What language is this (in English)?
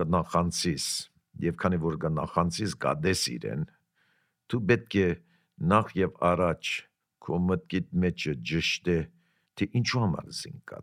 Armenian